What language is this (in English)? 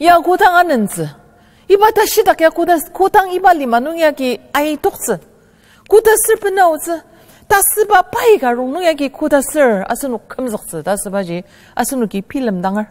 Ao Naga